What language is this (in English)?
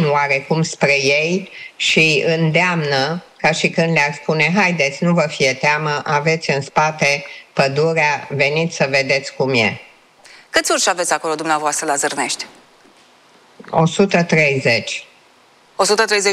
Romanian